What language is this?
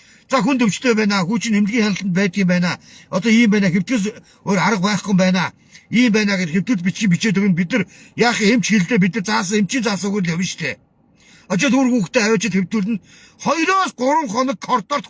Mongolian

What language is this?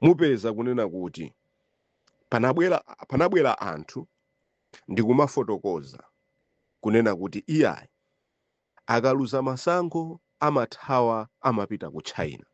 Nyanja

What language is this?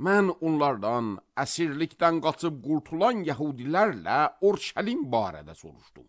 Azerbaijani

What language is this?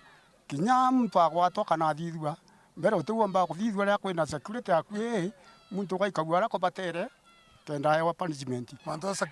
Meru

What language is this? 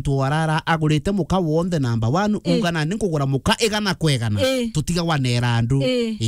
Meru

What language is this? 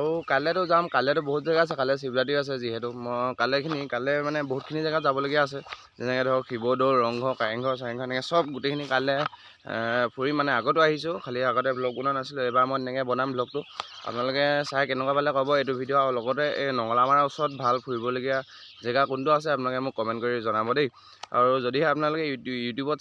Assamese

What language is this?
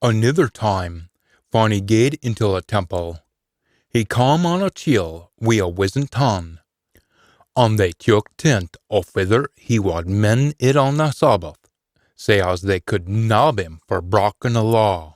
Scots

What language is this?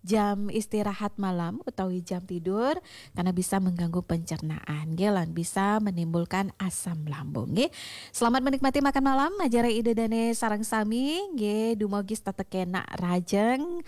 Balinese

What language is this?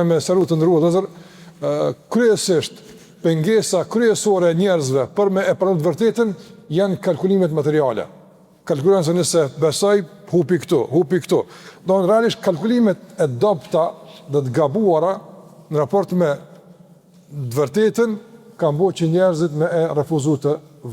Albanian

